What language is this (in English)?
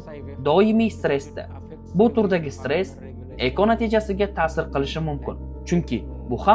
Uzbek